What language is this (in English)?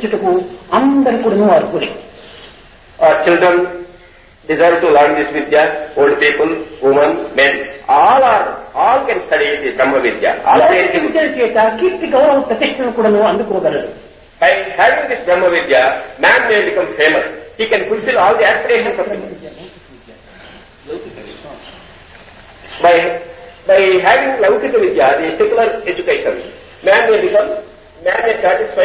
Telugu